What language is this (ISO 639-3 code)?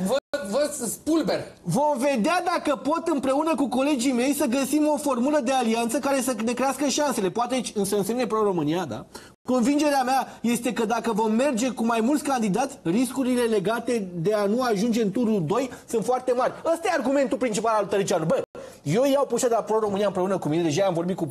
ron